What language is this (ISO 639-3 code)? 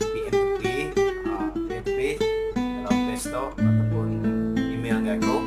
iba